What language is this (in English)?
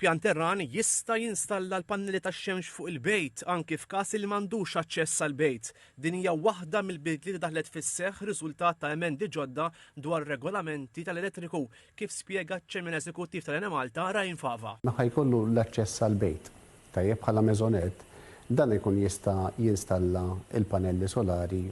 Maltese